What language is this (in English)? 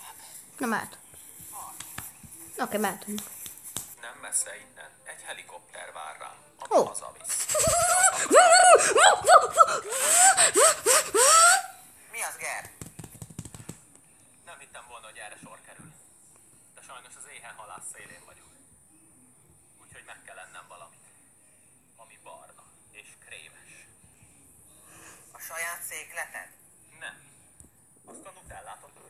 Hungarian